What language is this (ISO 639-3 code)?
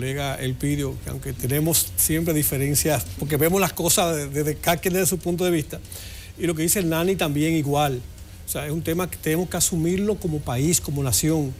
spa